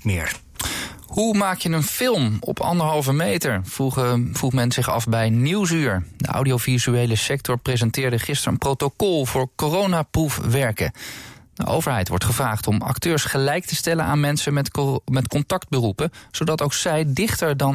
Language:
Dutch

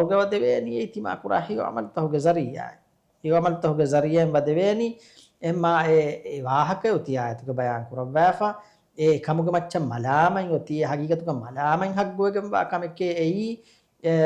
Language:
Divehi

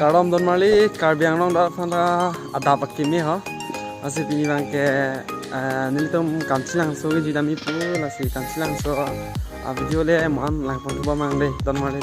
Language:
Karbi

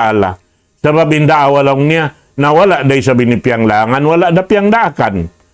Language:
Tausug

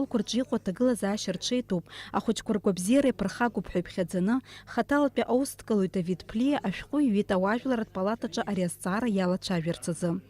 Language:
Abkhazian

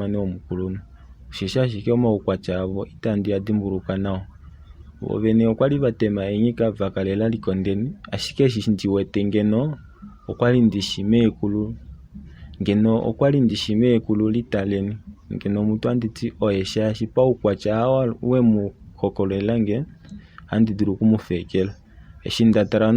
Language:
Kuanyama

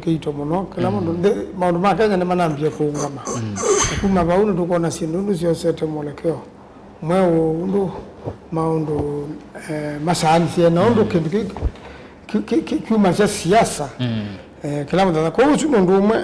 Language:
Kamba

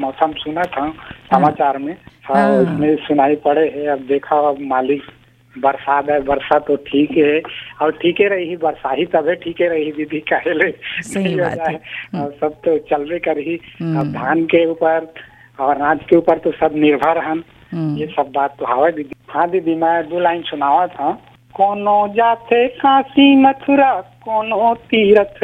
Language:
Chhattisgarhi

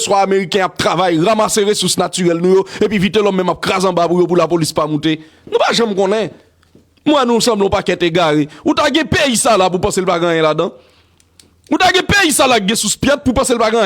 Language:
Haitian Creole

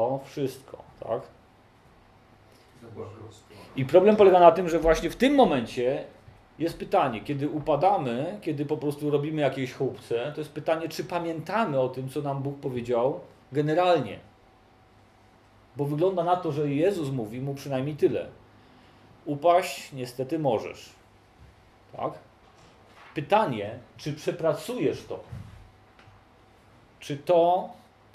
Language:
Polish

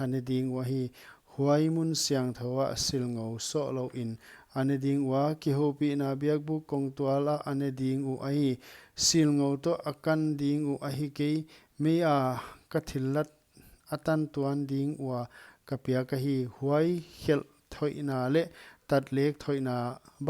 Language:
Paite Chin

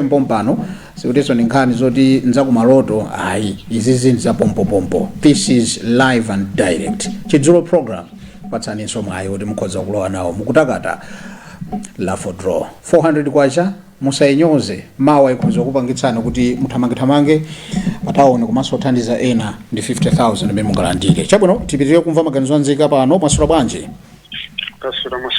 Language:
Nyanja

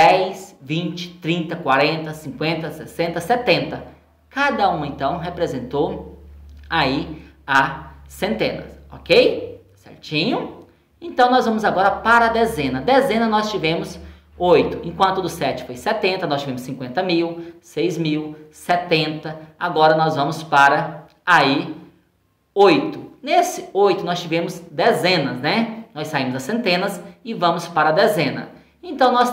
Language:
Portuguese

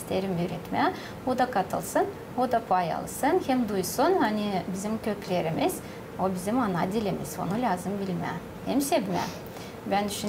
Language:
Gagauz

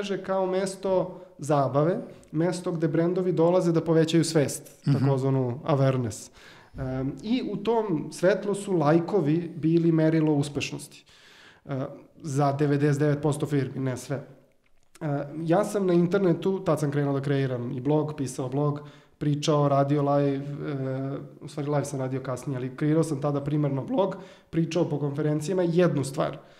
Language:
Serbian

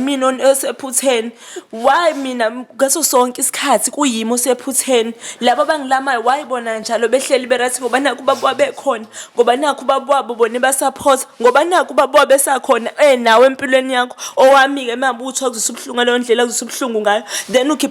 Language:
Zulu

